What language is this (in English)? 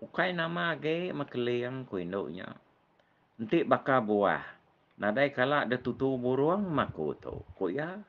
Iban